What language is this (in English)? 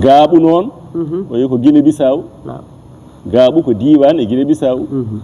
Fula